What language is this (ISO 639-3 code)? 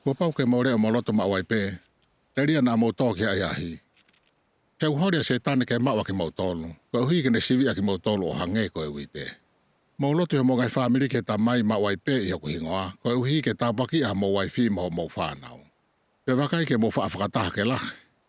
ton